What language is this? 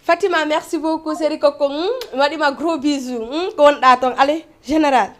Fula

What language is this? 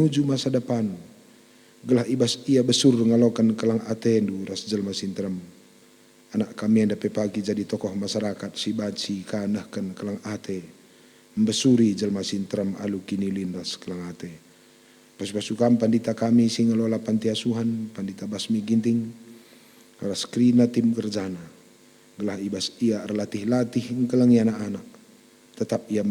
Batak Karo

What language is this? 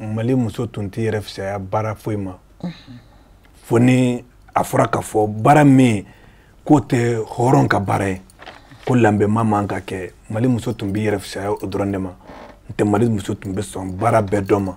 Bambara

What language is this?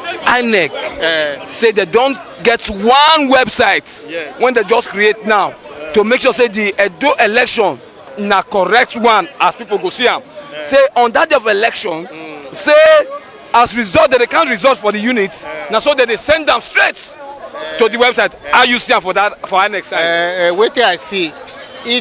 Nigerian Pidgin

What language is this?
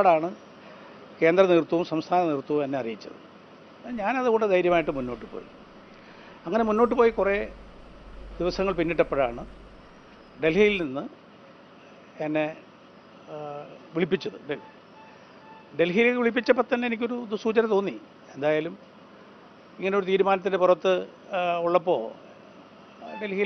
Malayalam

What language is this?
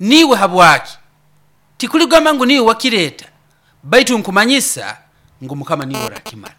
Nyoro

